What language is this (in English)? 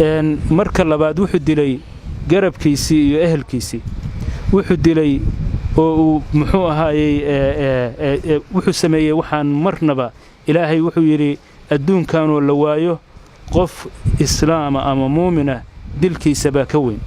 Somali